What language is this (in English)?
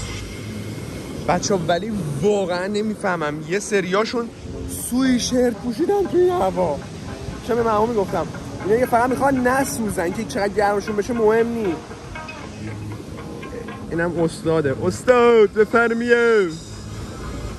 Persian